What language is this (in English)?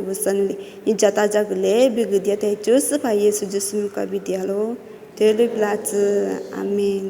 Lisu